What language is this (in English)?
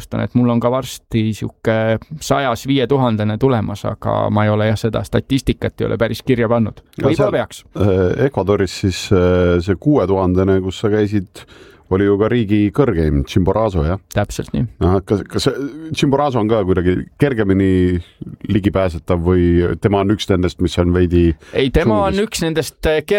Estonian